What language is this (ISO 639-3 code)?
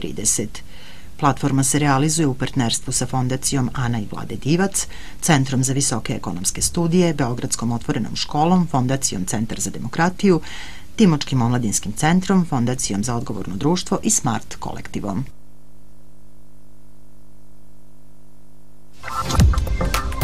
srp